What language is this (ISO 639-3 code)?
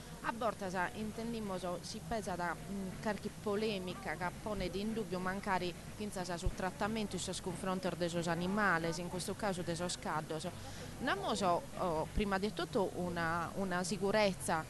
srd